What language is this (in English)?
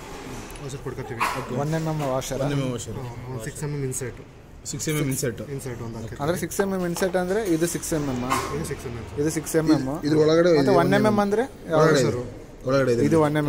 Kannada